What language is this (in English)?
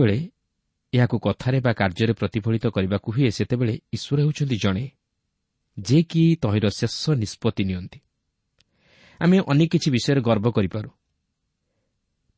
Odia